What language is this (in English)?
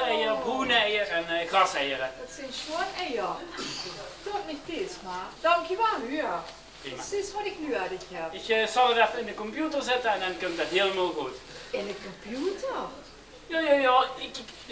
Limburgish